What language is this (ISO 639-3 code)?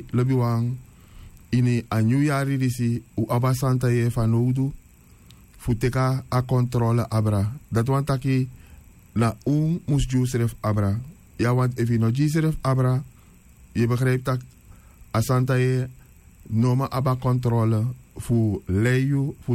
srn